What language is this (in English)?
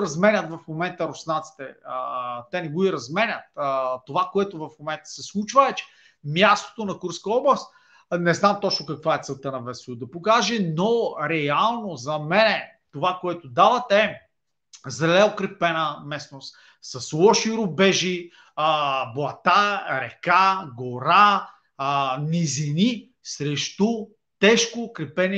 Bulgarian